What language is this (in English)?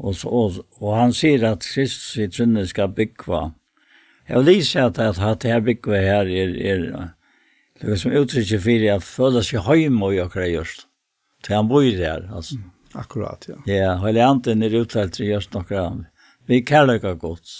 Faroese